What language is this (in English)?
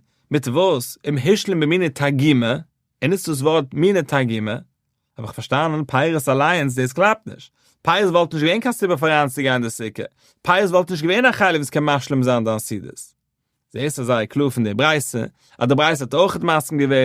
Yiddish